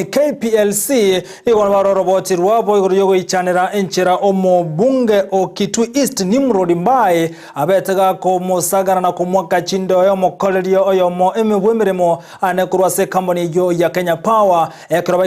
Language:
Gusii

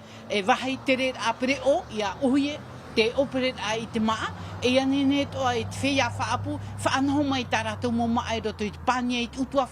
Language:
Tahitian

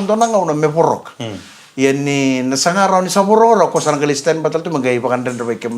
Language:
Fijian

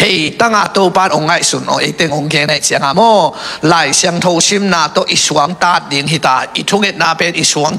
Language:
Tedim Chin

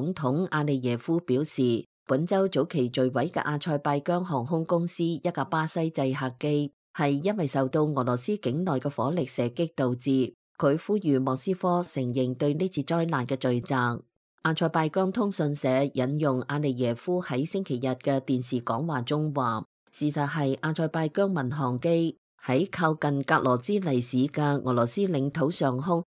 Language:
Cantonese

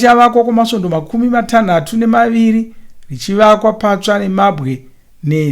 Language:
Shona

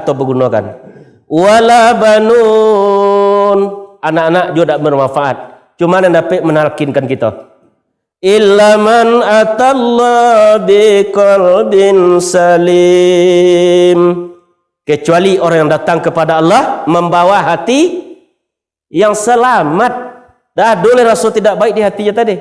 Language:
Minangkabau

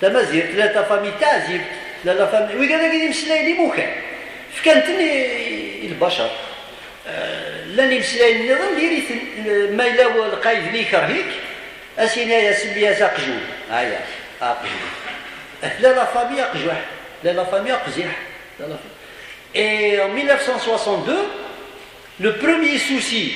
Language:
Kabyle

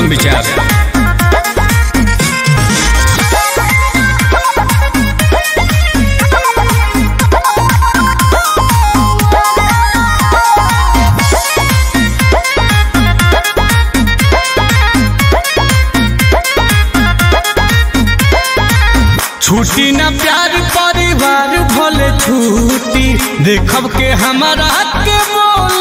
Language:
Bhojpuri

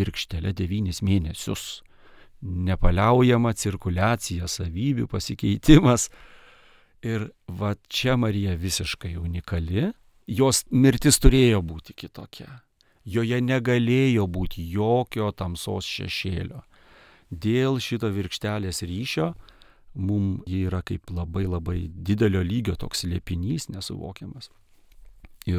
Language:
Lithuanian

